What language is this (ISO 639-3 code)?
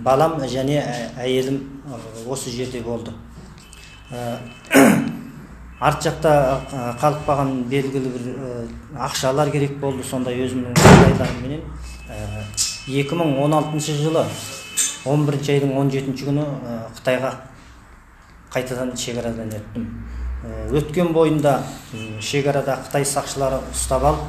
kaz